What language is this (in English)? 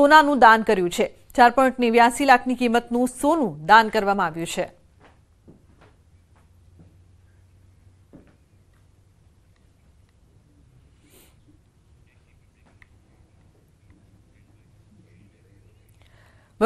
Gujarati